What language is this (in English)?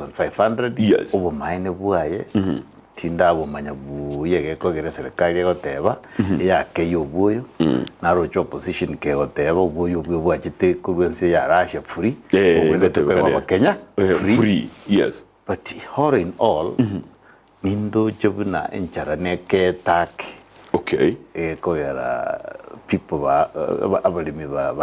Gusii